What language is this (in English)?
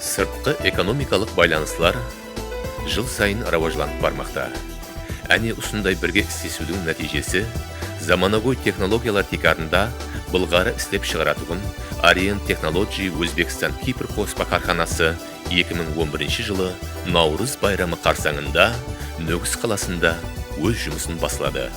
Kara-Kalpak